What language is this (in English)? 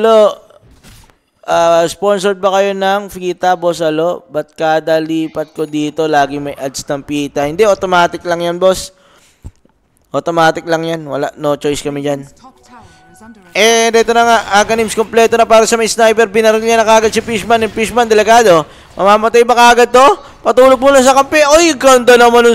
Filipino